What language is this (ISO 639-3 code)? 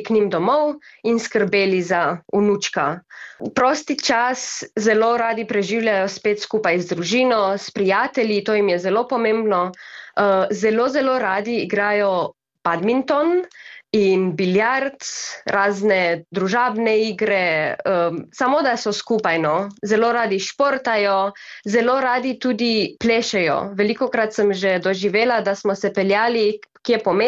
slv